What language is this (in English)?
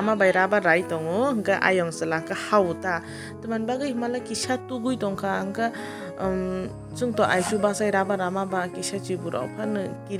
Kok Borok